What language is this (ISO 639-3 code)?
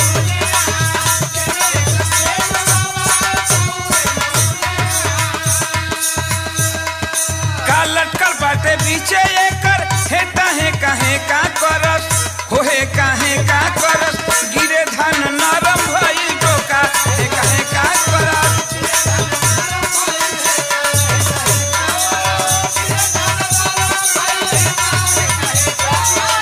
bho